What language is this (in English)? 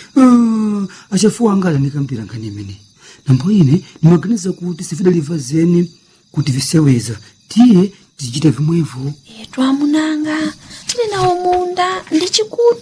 Nyanja